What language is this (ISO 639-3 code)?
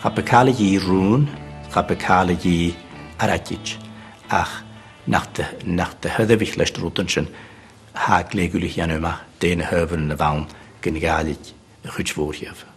gla